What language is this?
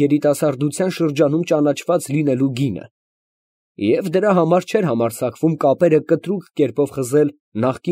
Armenian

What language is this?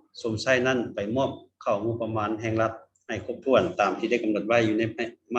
Lao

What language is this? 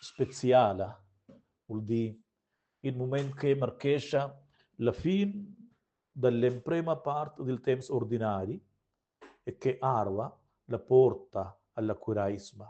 Romansh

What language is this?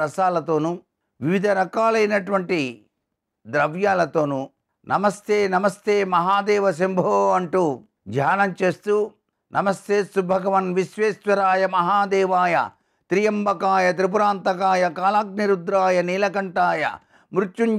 Telugu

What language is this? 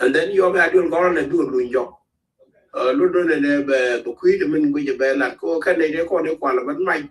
Nuer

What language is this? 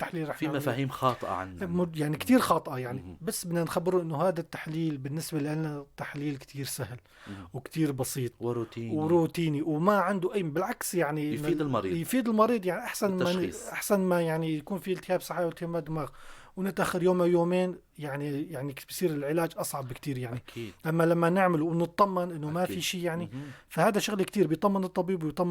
North Levantine Arabic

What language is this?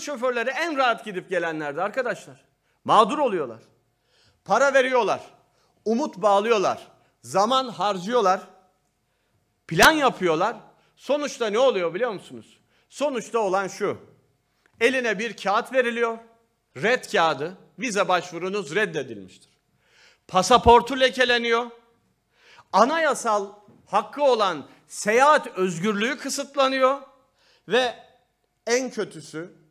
Turkish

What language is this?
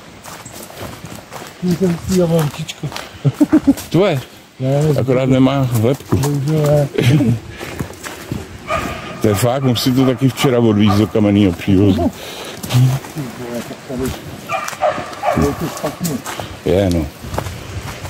Czech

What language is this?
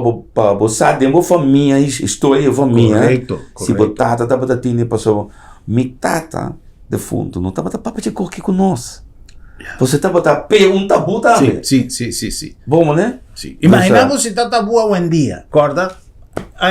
Papiamento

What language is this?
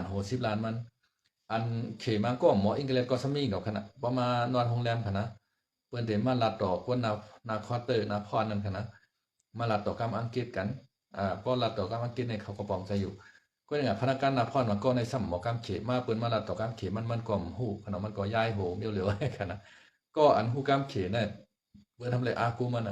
Shan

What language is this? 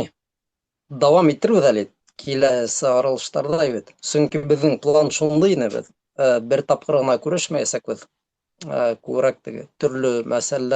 Bashkir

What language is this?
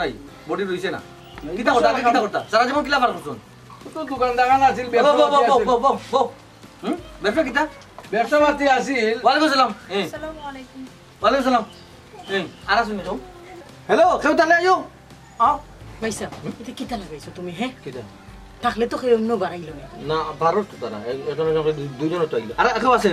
Sylheti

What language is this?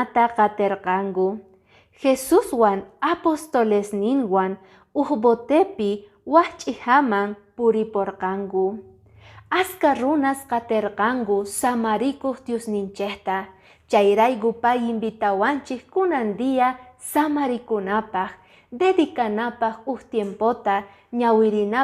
Quechua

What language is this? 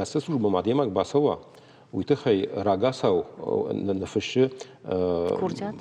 Ossetic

